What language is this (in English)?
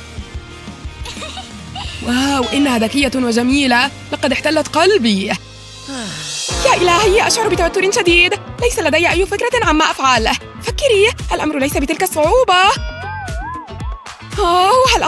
Arabic